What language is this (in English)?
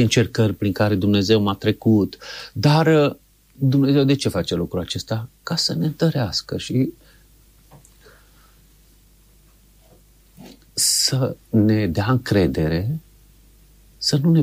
Romanian